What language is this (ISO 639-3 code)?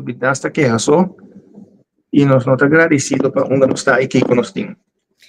pap